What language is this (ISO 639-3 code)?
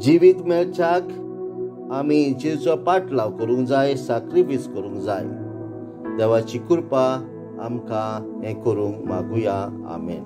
kok